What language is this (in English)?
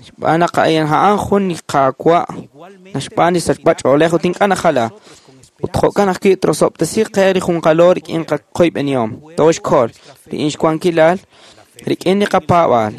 Kekchí